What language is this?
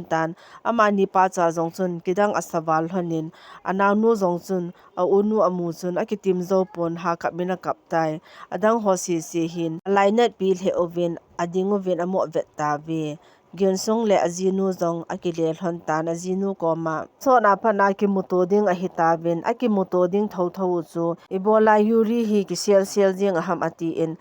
Thado Chin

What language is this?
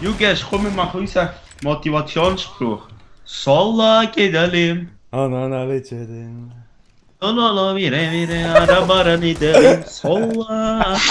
Swiss German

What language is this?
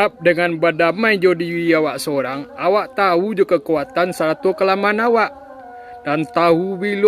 Minangkabau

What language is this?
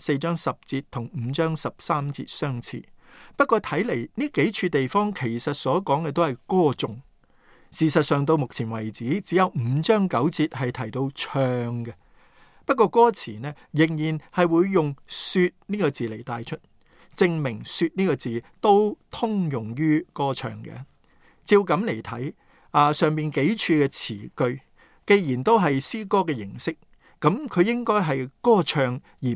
Cantonese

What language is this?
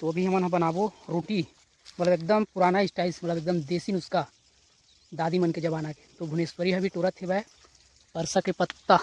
Chhattisgarhi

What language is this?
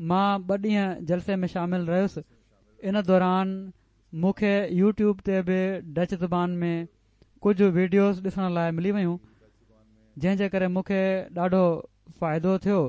Sindhi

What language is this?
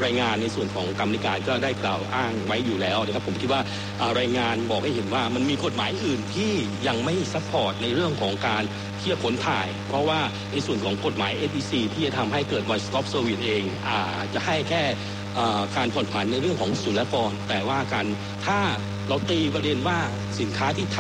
Thai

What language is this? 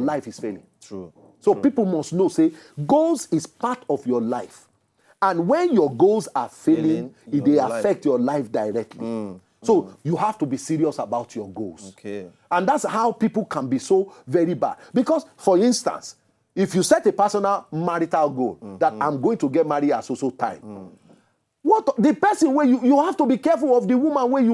Nigerian Pidgin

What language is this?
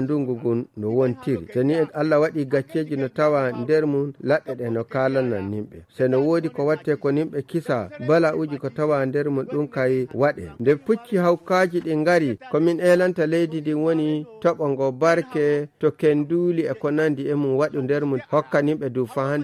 Nigerian Fulfulde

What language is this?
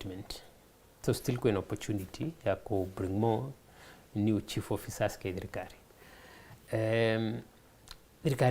Meru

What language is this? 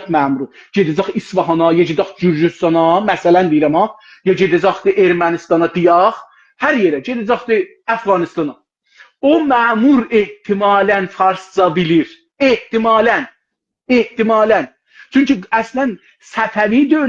South Azerbaijani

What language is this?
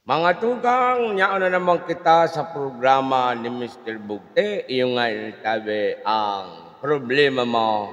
Bikol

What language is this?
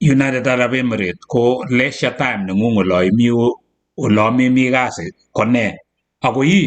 Kalenjin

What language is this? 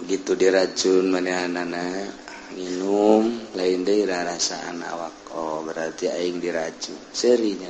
Sundanese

